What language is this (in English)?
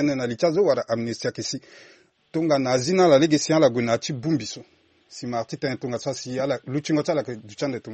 Sango